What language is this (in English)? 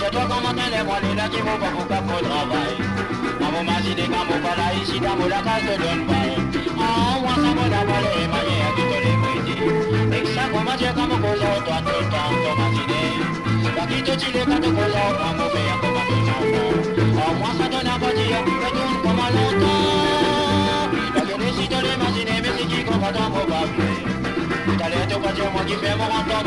Morisyen